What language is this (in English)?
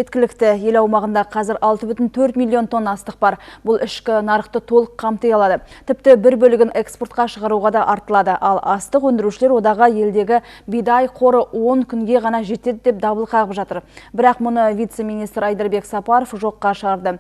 Kazakh